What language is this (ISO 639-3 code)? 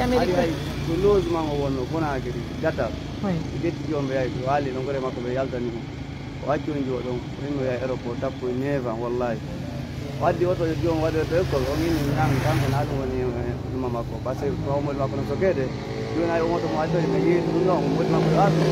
ful